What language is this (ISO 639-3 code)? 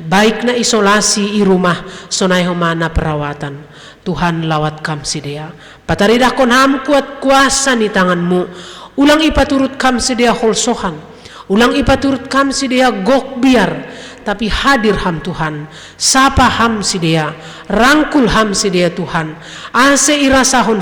bts